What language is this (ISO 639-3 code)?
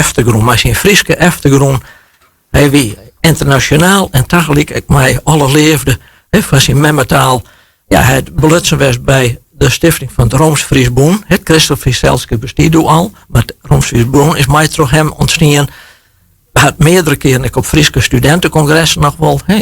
fry